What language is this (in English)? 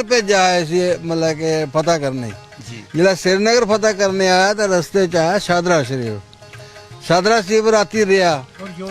Dogri